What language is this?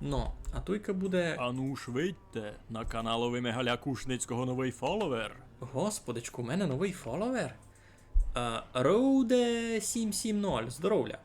Rusyn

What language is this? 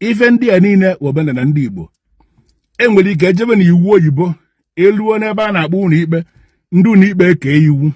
Igbo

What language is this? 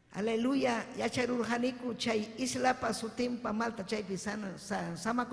Ayacucho Quechua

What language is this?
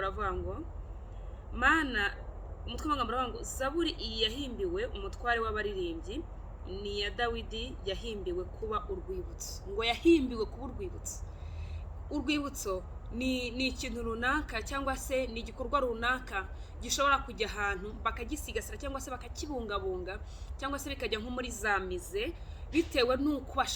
Kinyarwanda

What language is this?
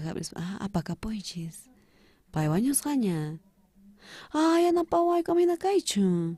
South Bolivian Quechua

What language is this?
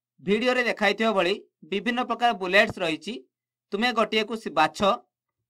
Odia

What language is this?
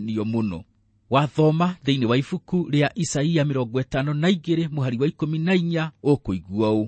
Kikuyu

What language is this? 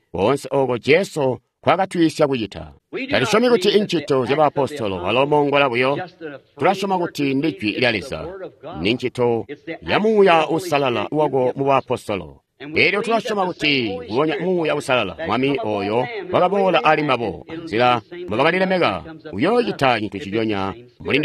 Tonga (Zambia)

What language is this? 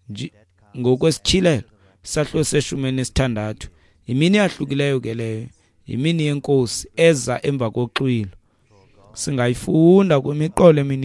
Xhosa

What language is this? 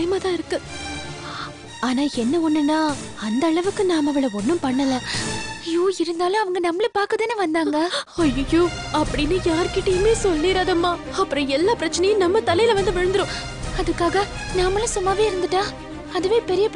Tamil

